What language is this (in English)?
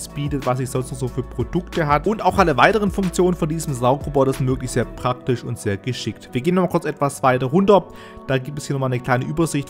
German